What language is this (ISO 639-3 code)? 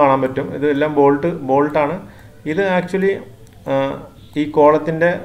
mal